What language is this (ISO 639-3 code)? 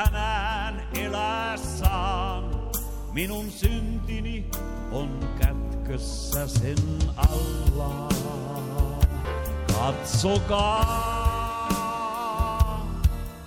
fin